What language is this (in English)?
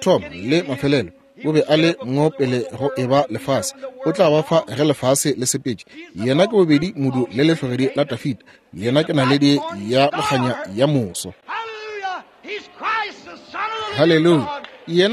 Northern Sotho